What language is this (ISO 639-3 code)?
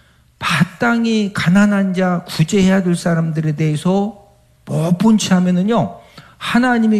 kor